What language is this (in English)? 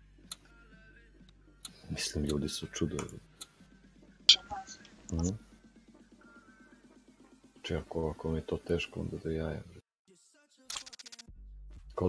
Croatian